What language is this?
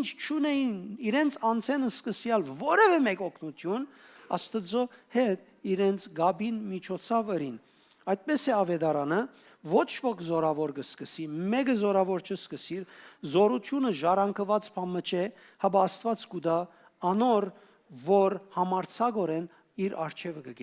Western Armenian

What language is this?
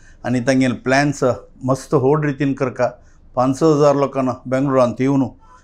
Konkani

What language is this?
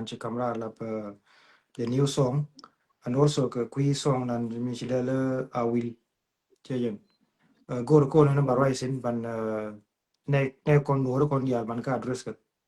Nuer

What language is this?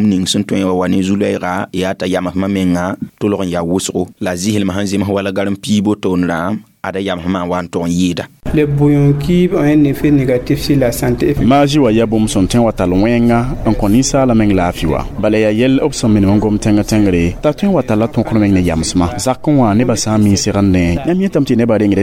Mossi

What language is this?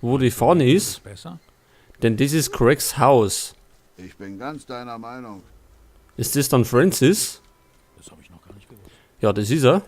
Bavarian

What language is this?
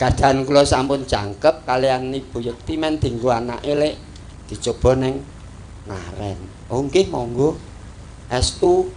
Javanese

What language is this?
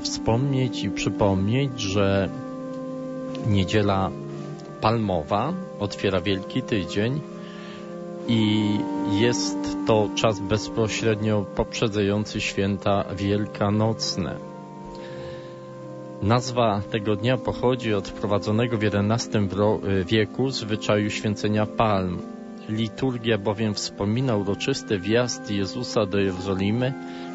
Polish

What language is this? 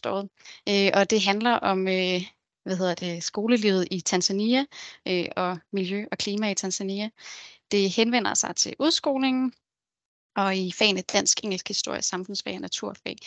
Danish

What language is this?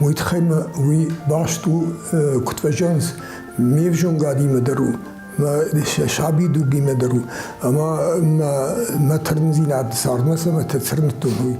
Ossetic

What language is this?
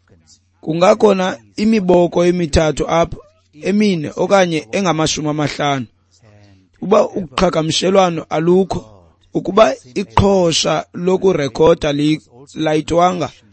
Xhosa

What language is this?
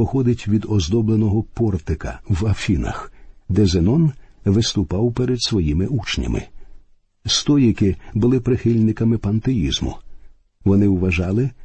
Ukrainian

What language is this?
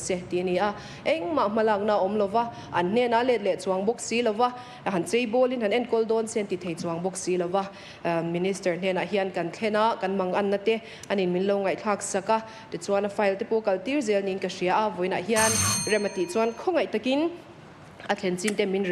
Mizo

